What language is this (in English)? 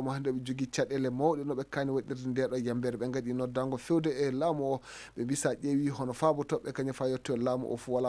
Fula